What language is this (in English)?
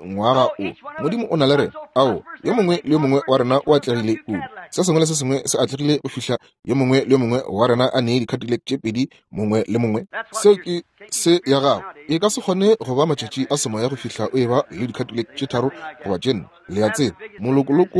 Northern Sotho